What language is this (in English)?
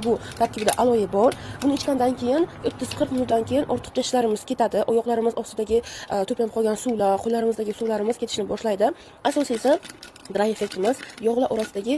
Uzbek